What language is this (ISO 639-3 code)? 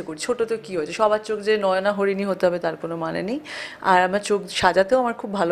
ben